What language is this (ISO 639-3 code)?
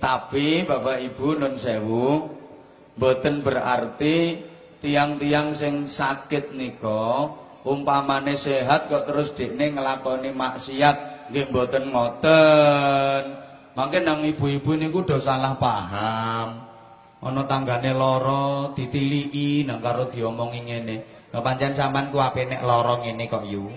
jav